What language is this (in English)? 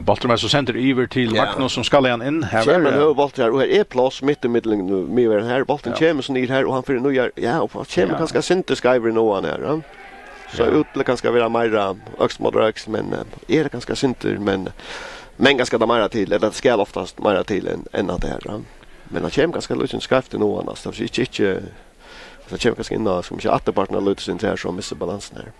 Faroese